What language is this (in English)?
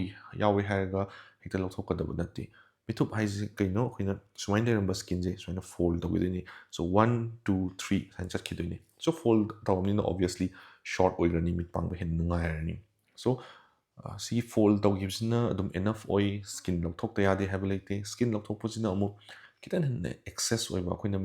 Manipuri